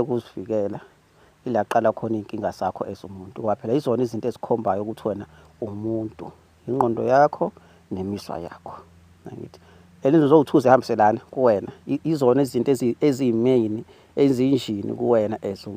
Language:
Zulu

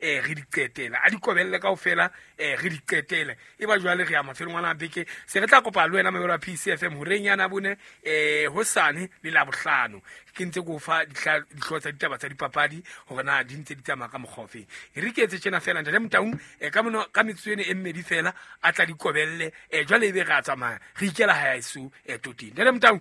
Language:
Southern Sotho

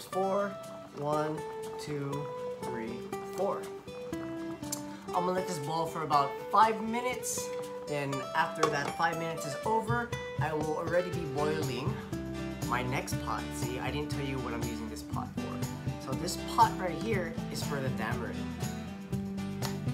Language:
English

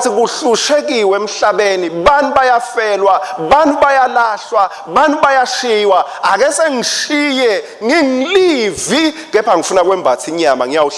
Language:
Swati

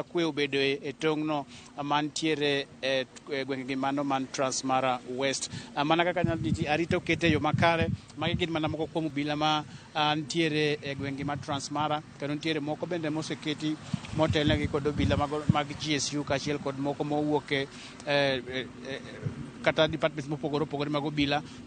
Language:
Luo (Kenya and Tanzania)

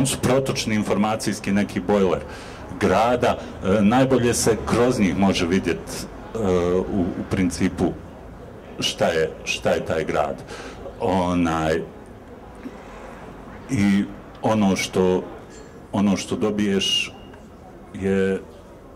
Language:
Bosnian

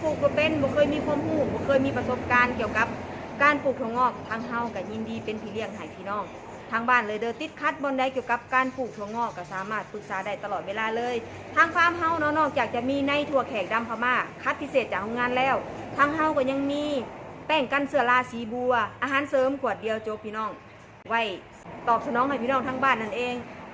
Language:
Northeastern Thai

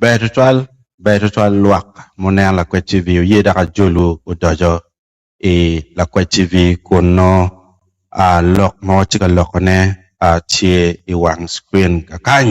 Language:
Acoli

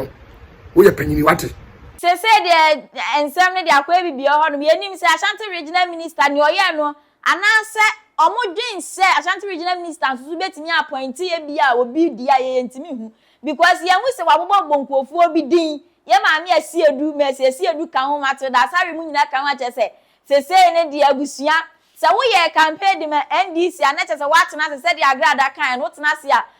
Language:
Akan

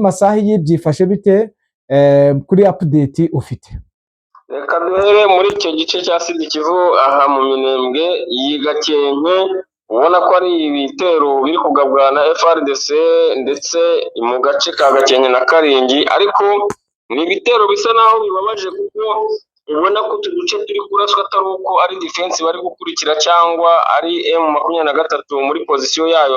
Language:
Kinyarwanda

